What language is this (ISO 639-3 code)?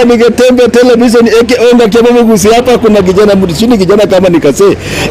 guz